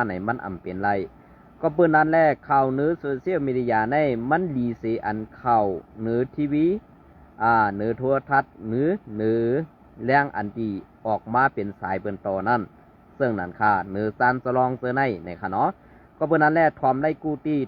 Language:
Shan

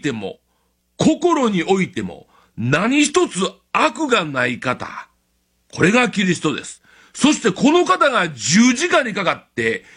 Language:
Japanese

